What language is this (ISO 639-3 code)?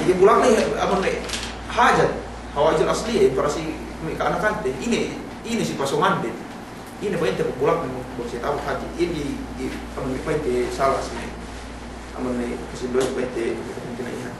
yka